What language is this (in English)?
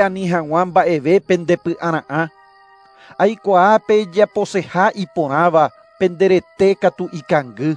Guarani